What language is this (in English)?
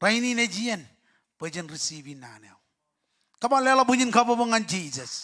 Marshallese